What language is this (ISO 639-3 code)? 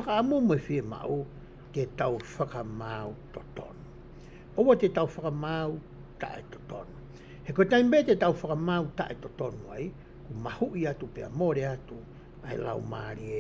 ton